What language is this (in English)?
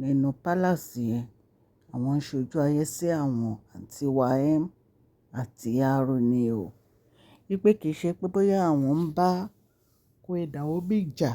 Yoruba